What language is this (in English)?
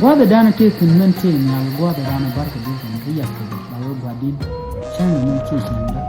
Nuer